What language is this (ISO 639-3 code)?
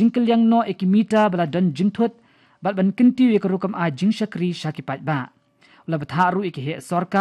kha